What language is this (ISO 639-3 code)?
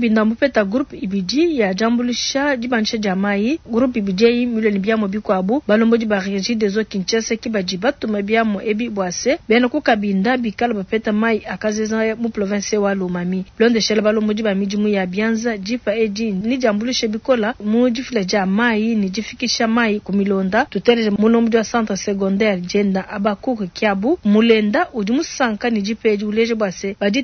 lua